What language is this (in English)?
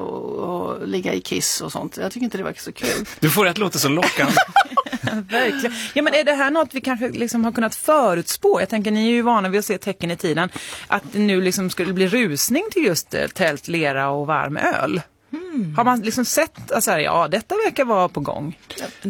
Swedish